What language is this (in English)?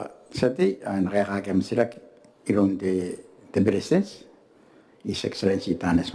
Gilbertese